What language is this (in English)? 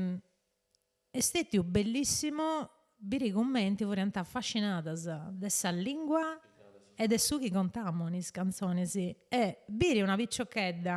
Sardinian